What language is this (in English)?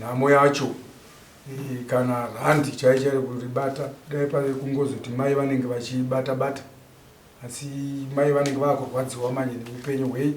Shona